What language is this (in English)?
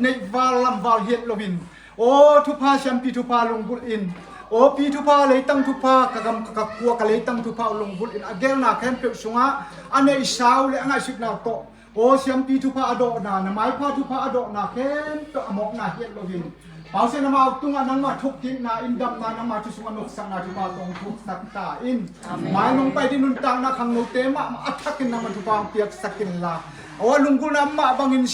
Tedim Chin